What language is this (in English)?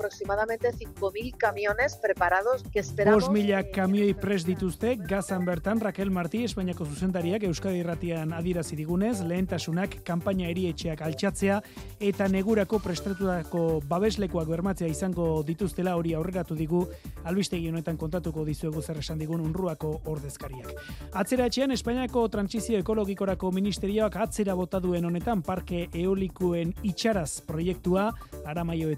Basque